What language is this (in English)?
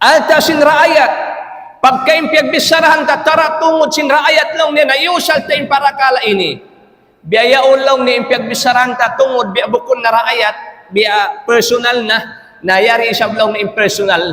Tausug